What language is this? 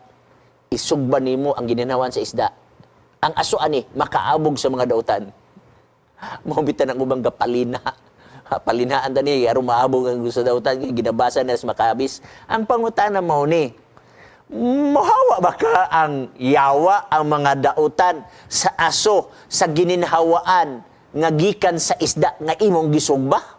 Cebuano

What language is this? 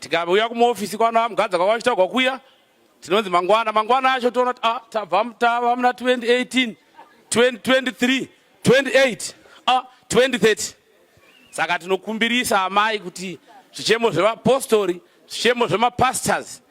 Shona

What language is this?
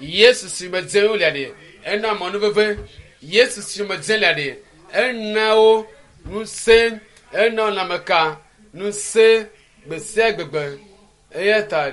Ewe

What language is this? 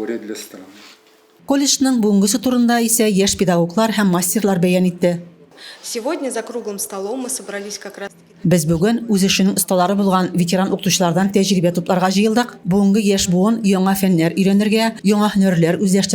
Tatar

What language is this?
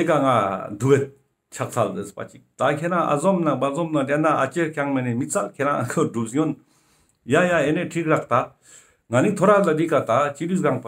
Ladakhi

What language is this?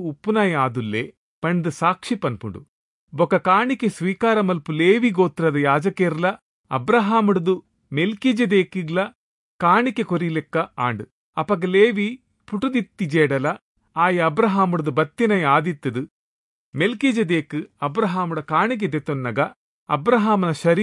Tulu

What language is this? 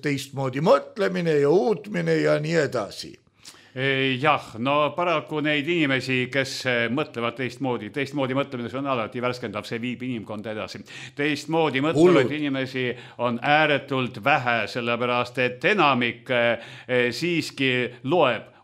Estonian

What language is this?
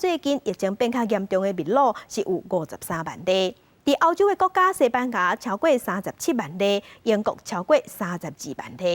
Min Nan Chinese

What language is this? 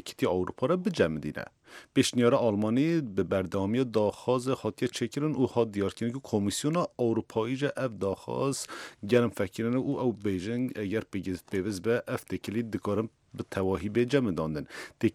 Kurdish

